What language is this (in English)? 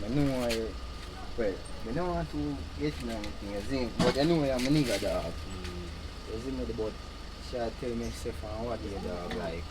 Jamaican Creole English